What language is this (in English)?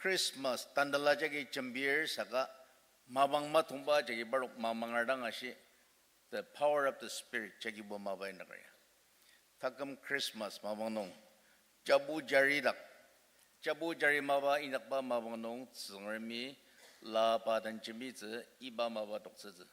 Ao Naga